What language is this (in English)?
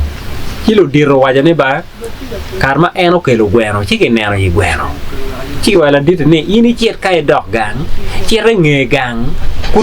Acoli